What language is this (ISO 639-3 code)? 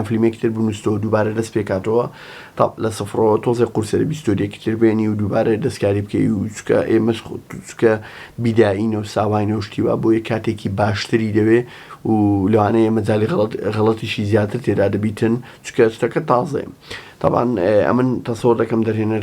ckb